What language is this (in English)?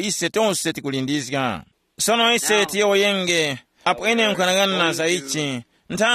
Tumbuka